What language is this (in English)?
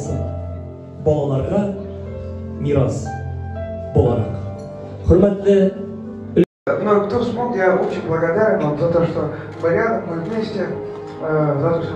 Tatar